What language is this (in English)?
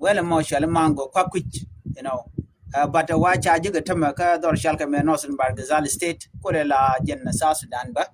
Nuer